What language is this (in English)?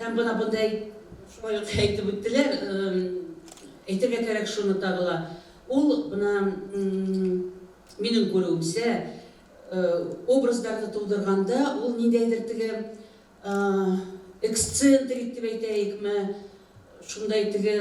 Bashkir